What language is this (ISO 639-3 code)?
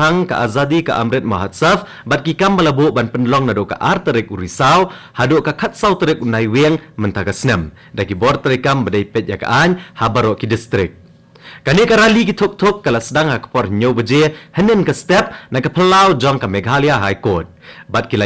kha